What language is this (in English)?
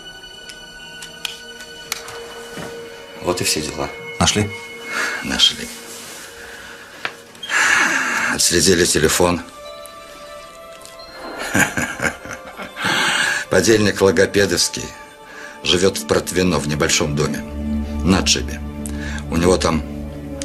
Russian